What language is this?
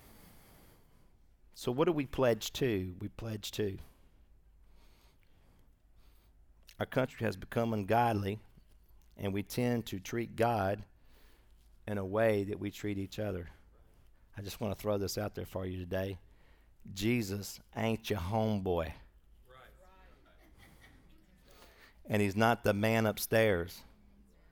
English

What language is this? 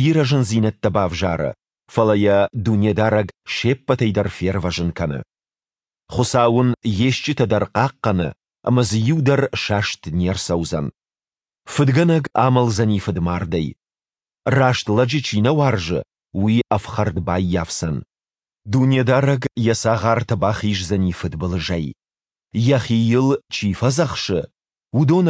Ossetic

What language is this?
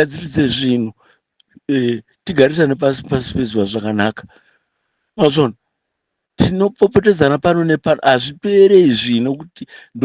Shona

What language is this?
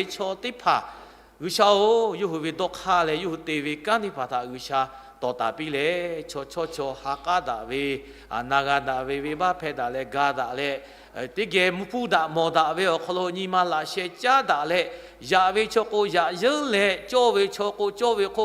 Lahu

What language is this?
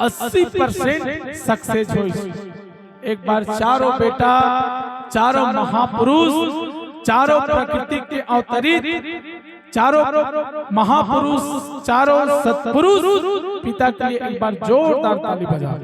Chhattisgarhi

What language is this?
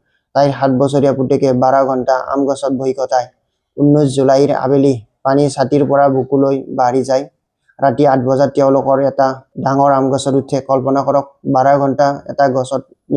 Assamese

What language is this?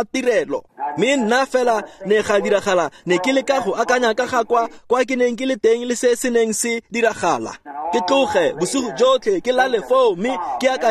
Tswana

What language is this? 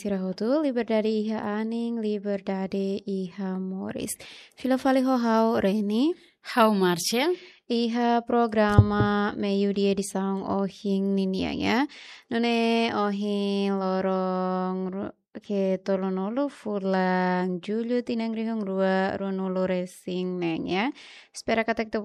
Tetum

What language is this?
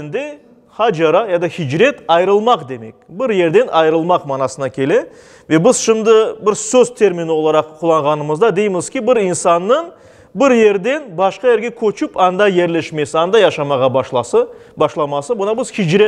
Crimean Tatar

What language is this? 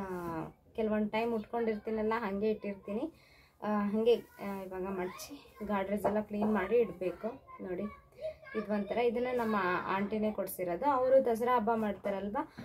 Kannada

